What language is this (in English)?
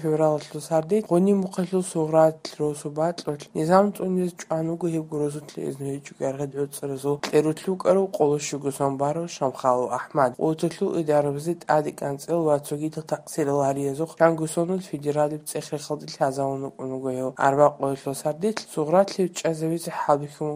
Georgian